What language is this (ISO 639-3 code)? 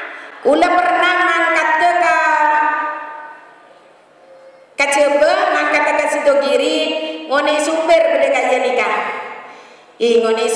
mad